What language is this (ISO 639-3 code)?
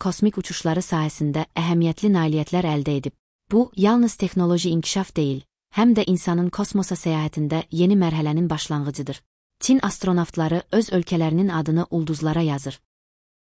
aze